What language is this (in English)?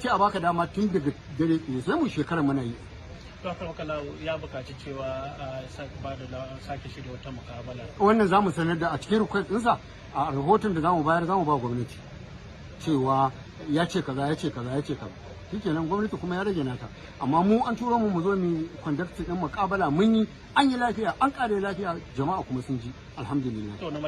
Hausa